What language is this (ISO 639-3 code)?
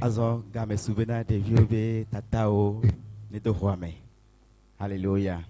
ewe